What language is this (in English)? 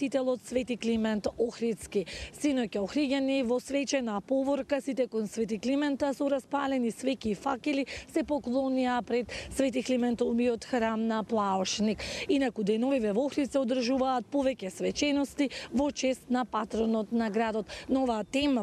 Macedonian